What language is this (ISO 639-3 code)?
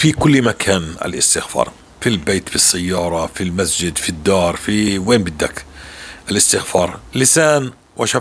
apc